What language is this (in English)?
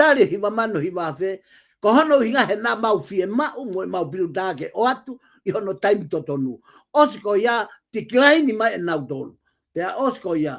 Tongan